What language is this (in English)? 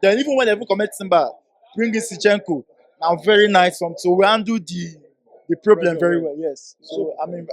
Nigerian Pidgin